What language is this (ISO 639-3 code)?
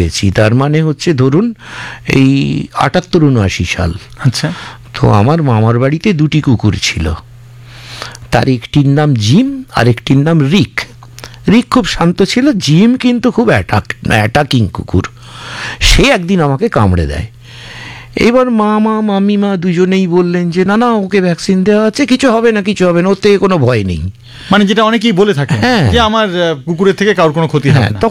ben